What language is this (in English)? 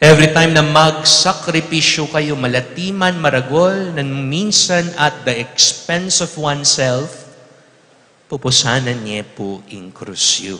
Pampanga